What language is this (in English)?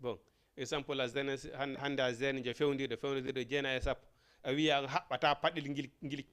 Fula